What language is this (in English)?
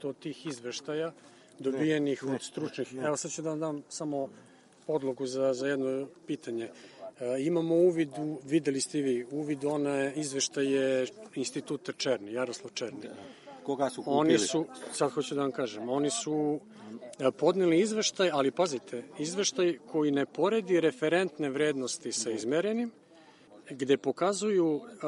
Serbian